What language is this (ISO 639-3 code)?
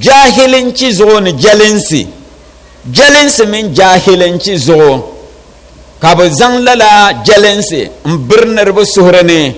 dag